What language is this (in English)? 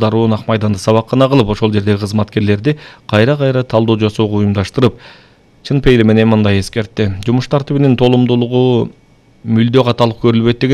Kyrgyz